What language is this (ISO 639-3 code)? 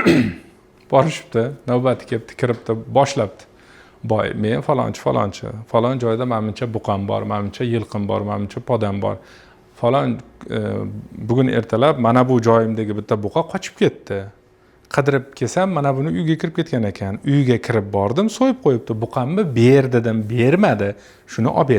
uzb